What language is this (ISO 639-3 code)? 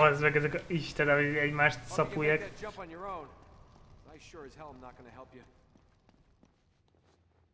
hun